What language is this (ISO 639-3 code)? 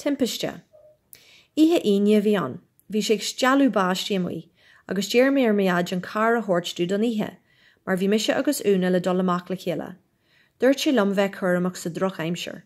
gle